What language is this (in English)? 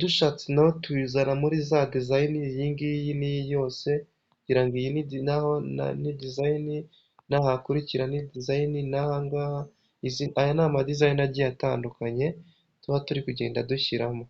Kinyarwanda